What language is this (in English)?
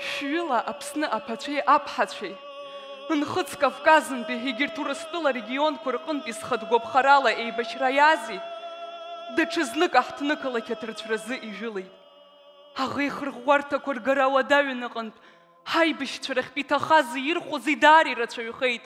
Abkhazian